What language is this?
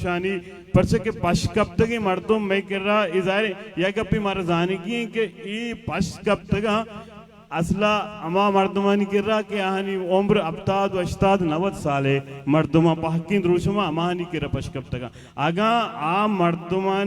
Baluchi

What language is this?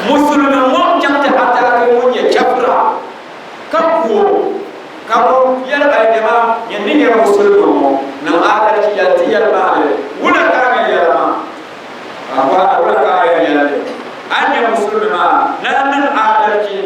Dagbani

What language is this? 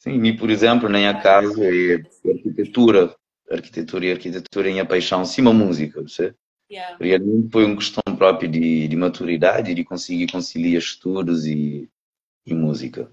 Kabuverdianu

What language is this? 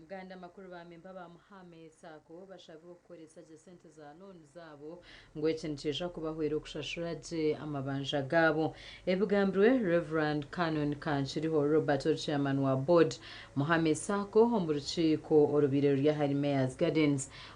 Nyankole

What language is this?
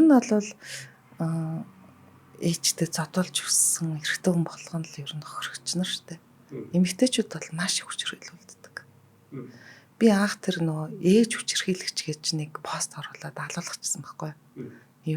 Mongolian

